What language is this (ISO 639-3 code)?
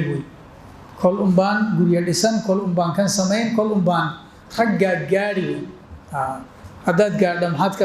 som